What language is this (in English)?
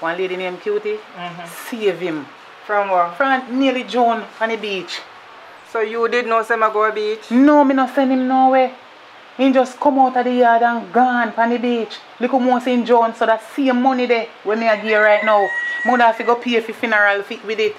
Jamaican Creole English